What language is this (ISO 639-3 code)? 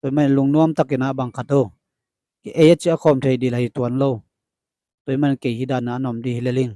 ctd